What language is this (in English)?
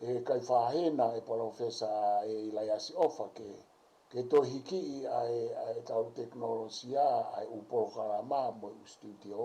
Tongan